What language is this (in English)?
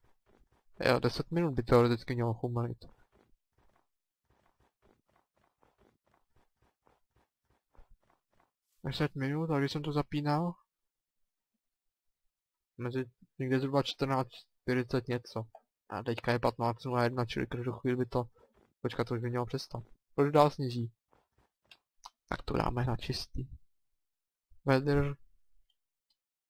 Czech